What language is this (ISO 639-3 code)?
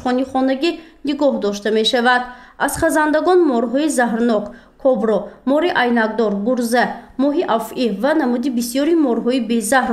tgk